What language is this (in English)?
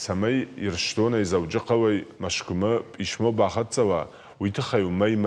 Ossetic